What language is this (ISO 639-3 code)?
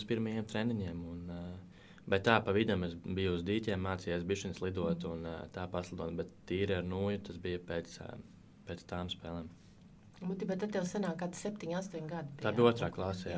lav